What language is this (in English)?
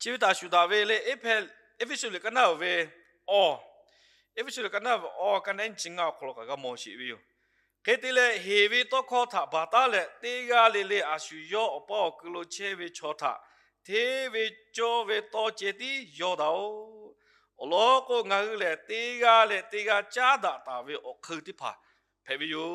Lahu